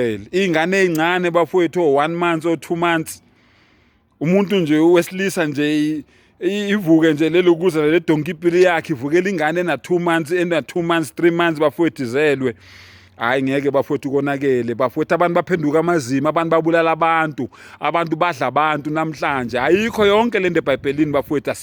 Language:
Zulu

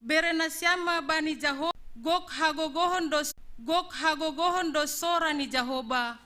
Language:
Batak Simalungun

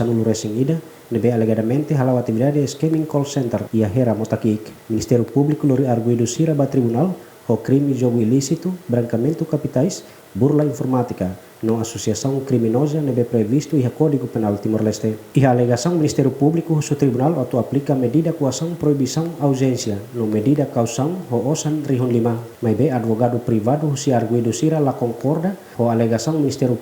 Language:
Tetum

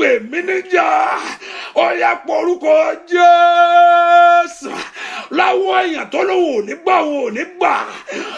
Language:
Yoruba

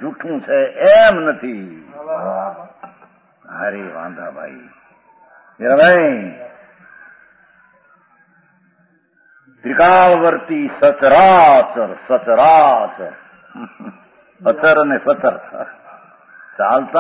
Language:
Gujarati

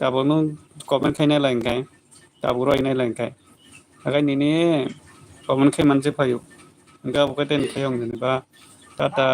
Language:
Kok Borok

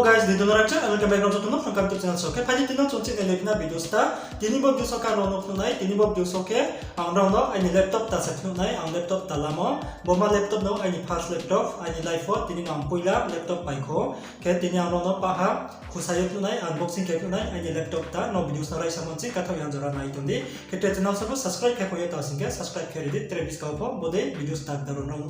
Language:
Riang (India)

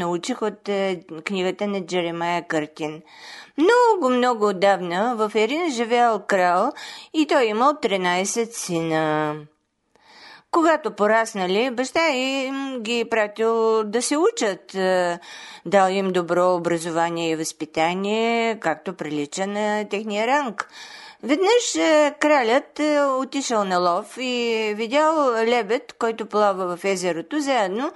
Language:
Bulgarian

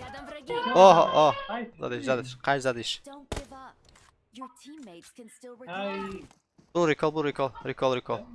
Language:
Persian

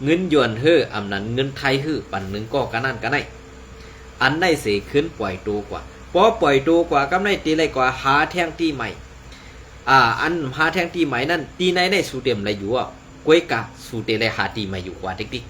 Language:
Shan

